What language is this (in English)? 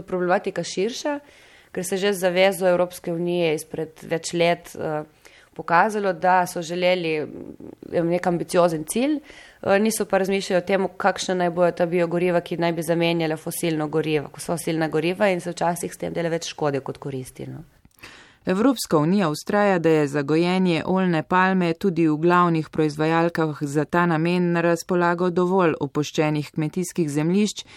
Slovenian